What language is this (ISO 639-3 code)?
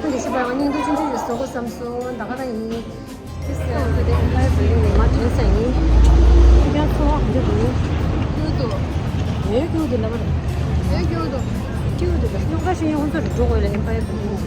bod